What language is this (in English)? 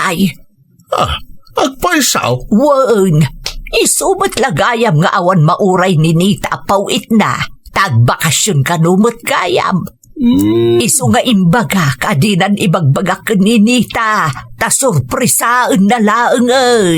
Iloko